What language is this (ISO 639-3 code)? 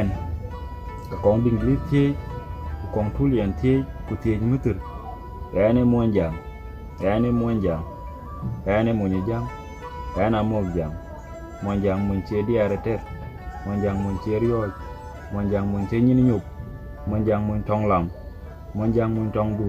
din